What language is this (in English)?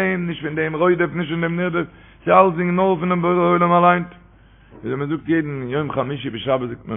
Yiddish